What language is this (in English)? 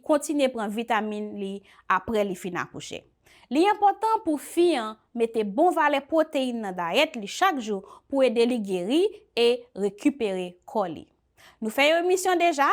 Haitian Creole